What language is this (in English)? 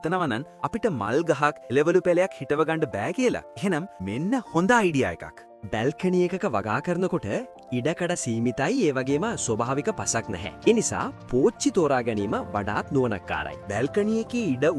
Sinhala